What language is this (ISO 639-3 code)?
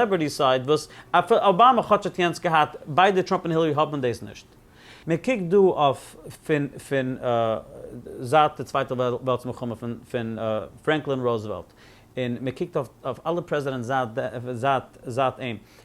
yid